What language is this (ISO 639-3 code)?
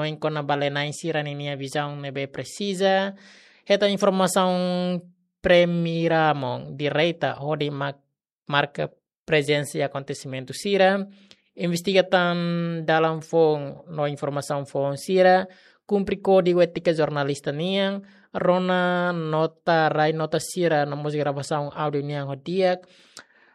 tet